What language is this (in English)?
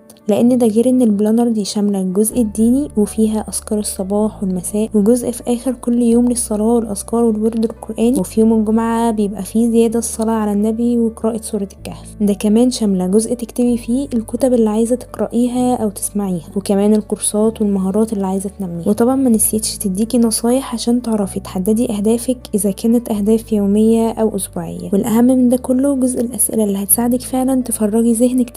Egyptian Arabic